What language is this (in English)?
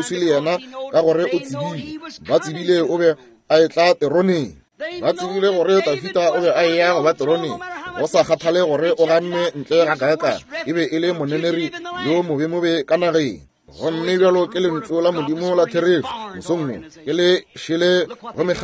Northern Sotho